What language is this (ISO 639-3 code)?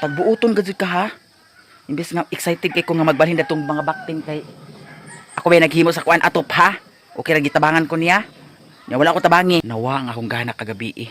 ceb